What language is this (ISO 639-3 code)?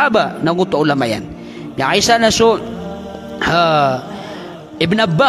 mrw